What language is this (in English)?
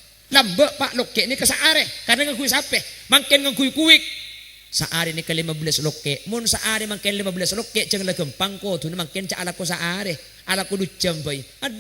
Madurese